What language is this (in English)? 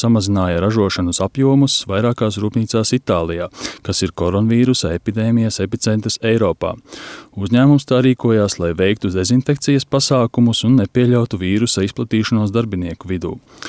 Latvian